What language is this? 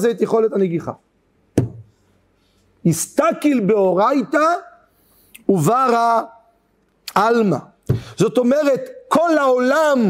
Hebrew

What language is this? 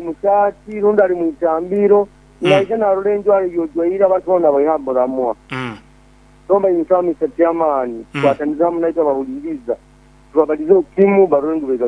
Nyoro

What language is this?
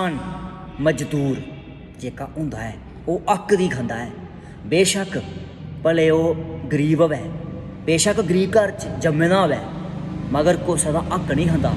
Dogri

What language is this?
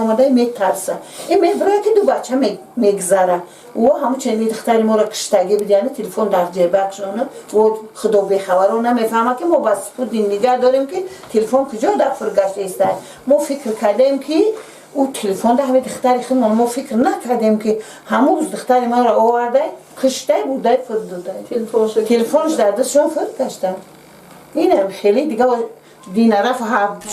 Tajik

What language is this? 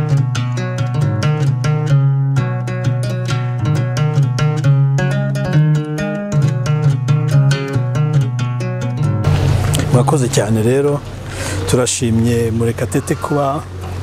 Kinyarwanda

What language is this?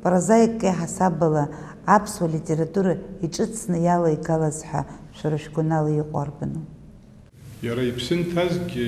Abkhazian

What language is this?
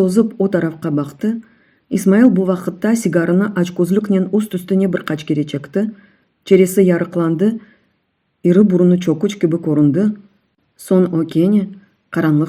Crimean Tatar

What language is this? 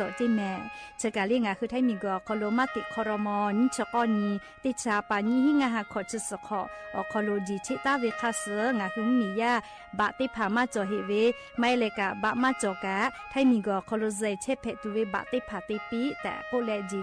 Lahu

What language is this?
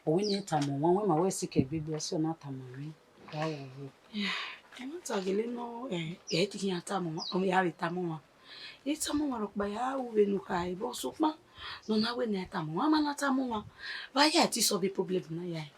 Bini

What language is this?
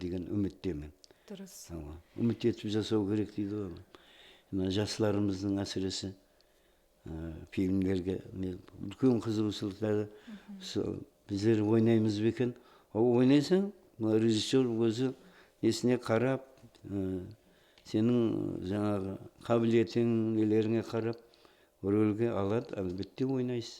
Kara-Kalpak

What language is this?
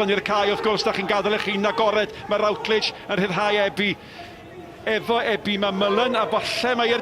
Welsh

